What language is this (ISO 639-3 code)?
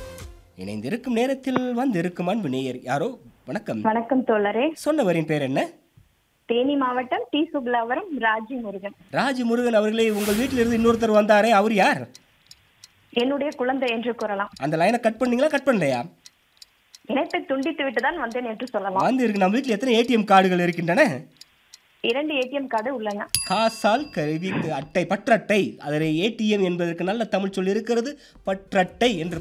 tam